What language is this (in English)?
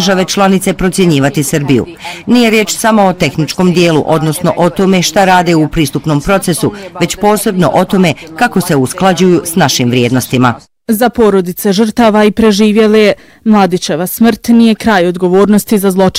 Bosnian